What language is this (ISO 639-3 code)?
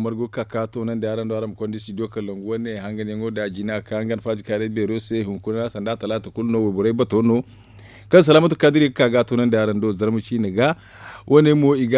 dje